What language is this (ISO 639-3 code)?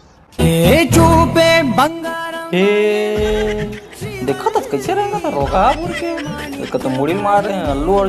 hne